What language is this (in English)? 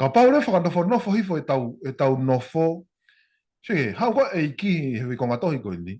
Tongan